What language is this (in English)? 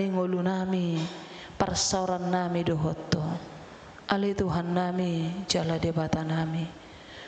Batak Toba